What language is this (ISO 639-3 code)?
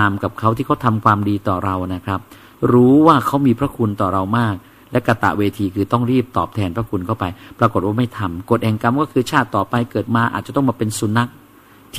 tha